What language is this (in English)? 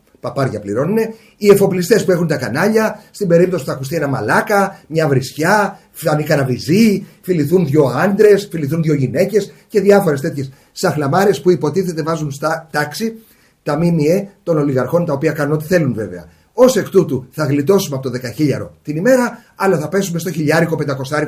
Greek